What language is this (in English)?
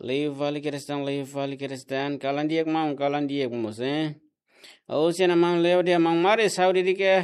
Tetum